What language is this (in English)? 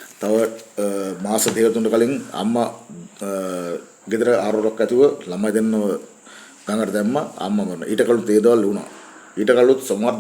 Sinhala